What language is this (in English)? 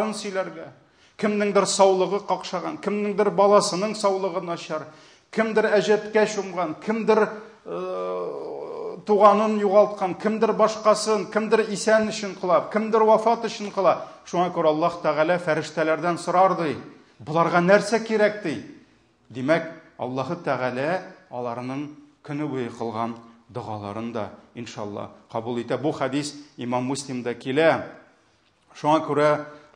Tatar